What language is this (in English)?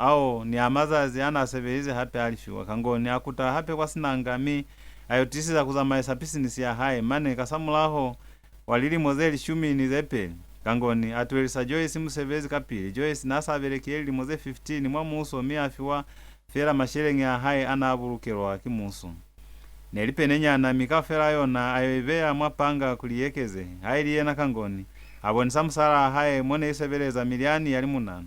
Lozi